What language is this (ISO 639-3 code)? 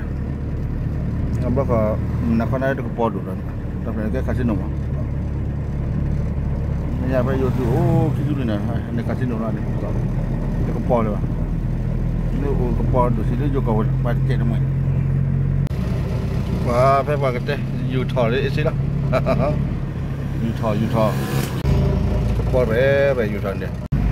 msa